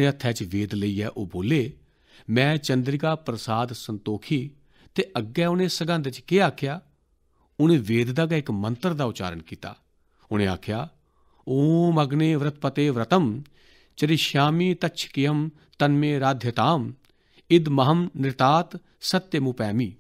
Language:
Dogri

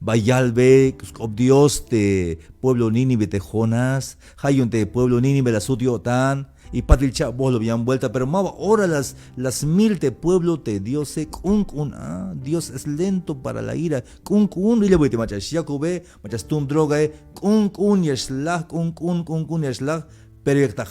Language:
Tzeltal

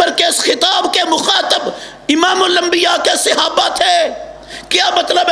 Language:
Urdu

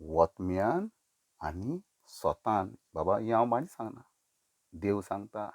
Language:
Konkani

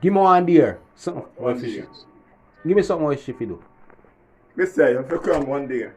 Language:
Jamaican Creole English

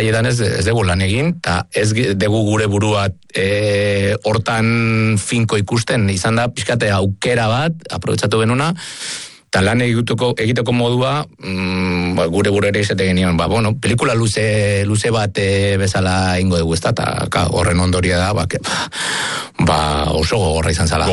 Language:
Basque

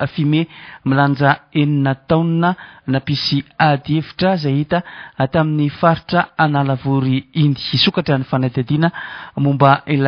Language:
Malagasy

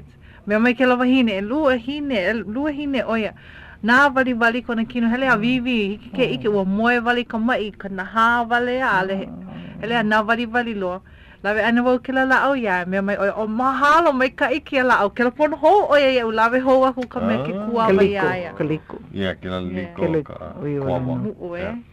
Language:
Hawaiian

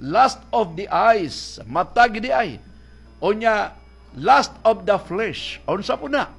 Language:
Cebuano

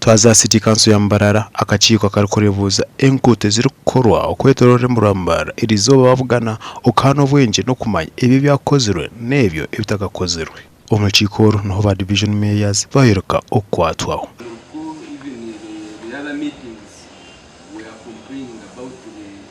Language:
Nyankole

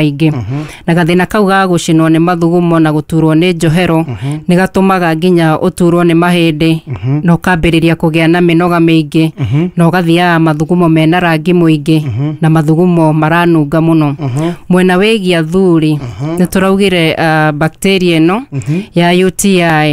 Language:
Kikuyu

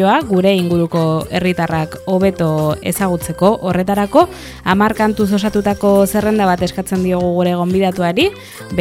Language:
Basque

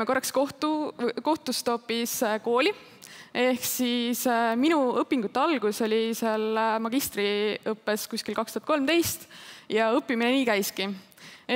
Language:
Estonian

